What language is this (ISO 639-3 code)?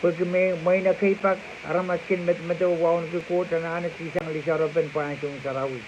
pon